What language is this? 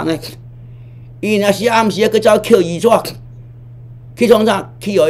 Min Nan Chinese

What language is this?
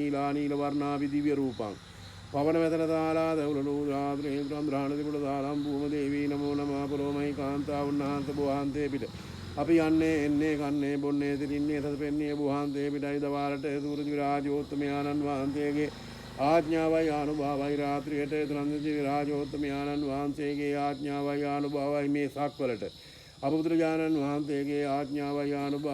Sinhala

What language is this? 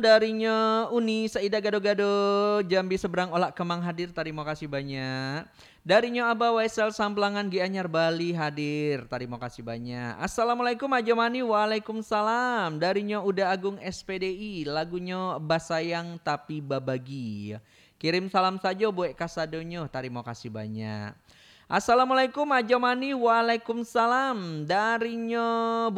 Minangkabau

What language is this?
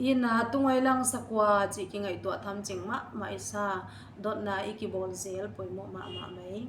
Paite Chin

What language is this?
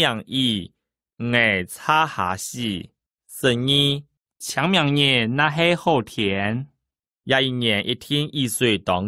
Hakka Chinese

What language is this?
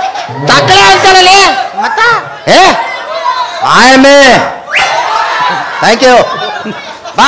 Kannada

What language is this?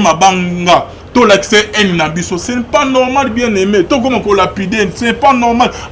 Lingala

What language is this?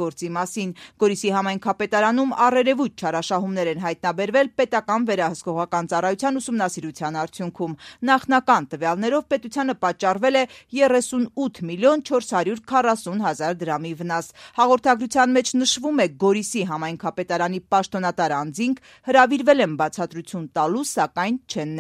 Armenian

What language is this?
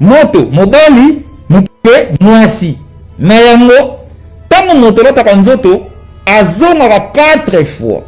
Lingala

